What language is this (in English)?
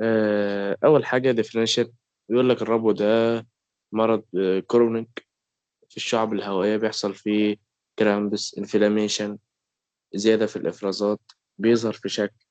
Egyptian Arabic